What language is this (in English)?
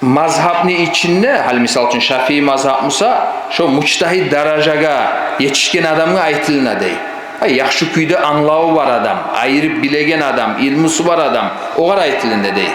Kumyk